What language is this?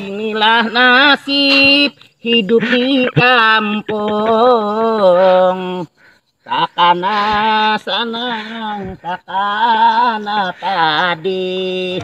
Banjar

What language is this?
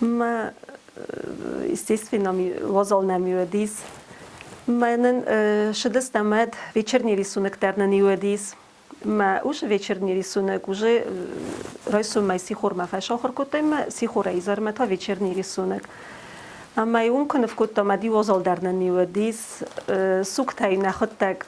Ossetic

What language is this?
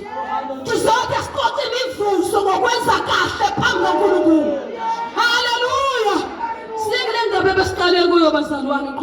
Zulu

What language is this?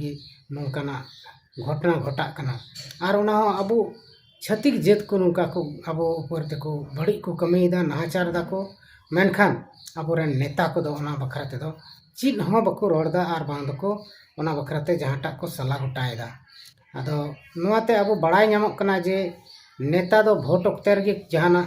Santali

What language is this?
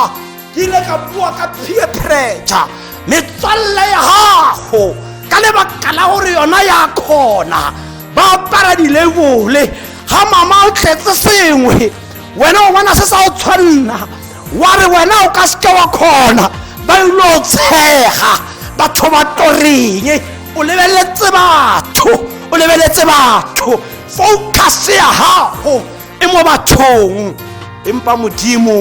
Tswana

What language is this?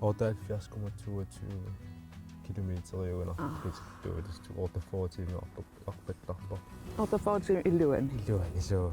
Kalaallisut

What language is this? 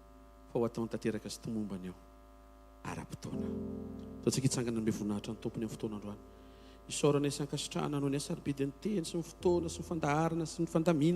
Malagasy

